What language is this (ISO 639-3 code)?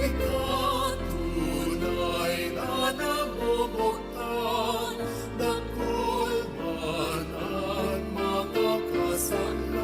bik